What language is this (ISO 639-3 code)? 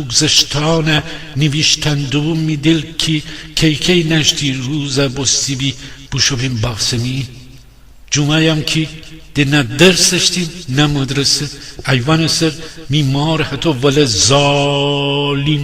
glk